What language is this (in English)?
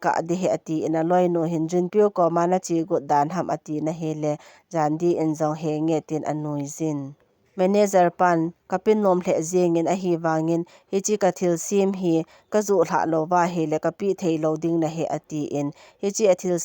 Thado Chin